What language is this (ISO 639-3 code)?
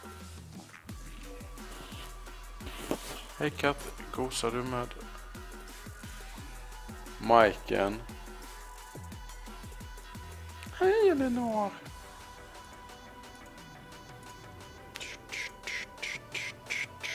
swe